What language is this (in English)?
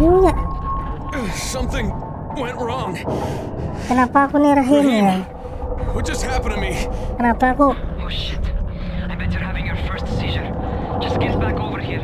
Banjar